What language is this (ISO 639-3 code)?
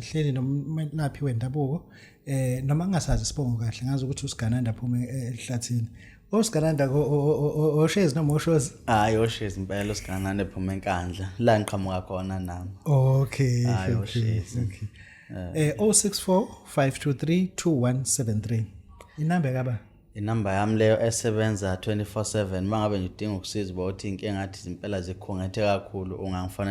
zul